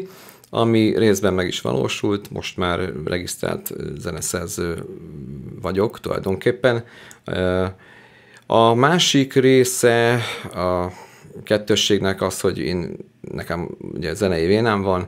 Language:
Hungarian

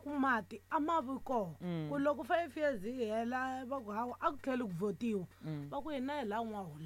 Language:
Tsonga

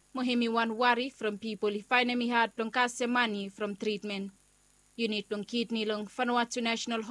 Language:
Bislama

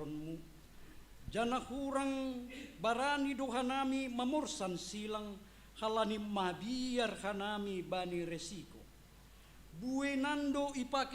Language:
Batak Simalungun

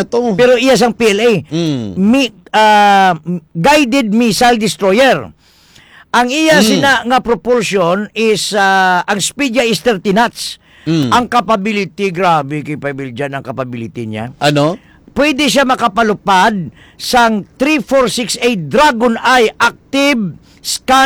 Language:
Hiligaynon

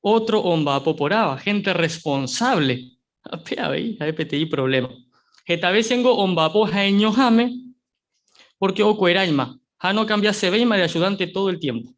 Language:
Guarani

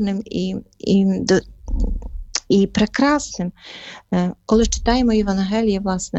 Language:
Ukrainian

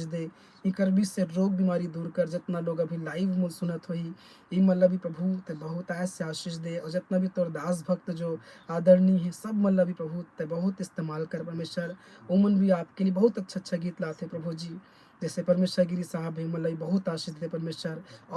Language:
Chhattisgarhi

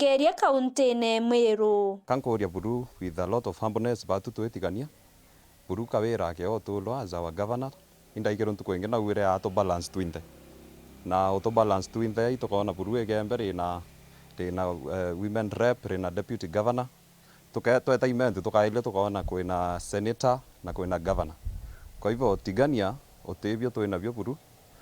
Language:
Meru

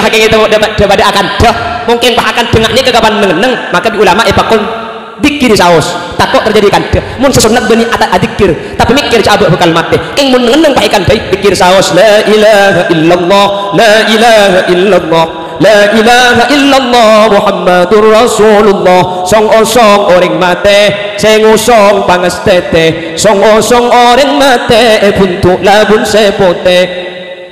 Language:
Madurese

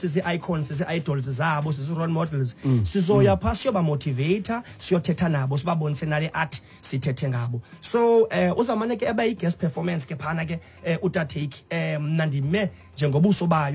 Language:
Xhosa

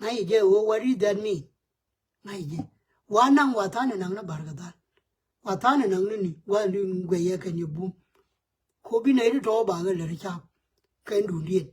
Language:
Nuer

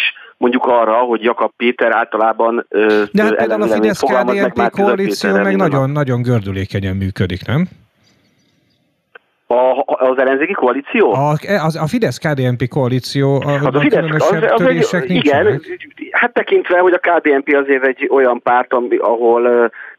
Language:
Hungarian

